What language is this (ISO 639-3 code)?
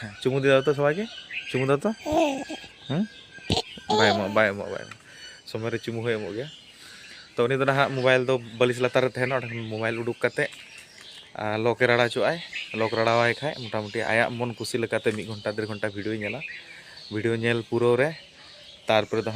sat